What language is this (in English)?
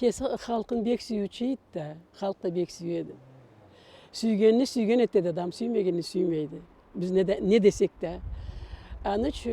Karachay-Balkar